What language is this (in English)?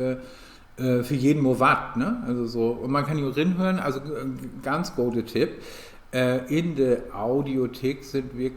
Low German